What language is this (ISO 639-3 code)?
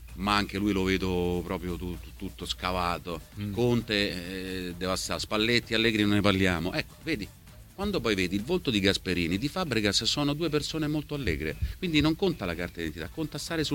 ita